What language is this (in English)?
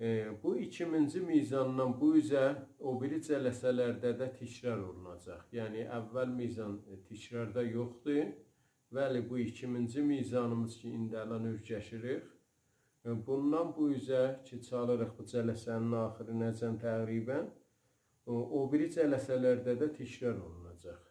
South Azerbaijani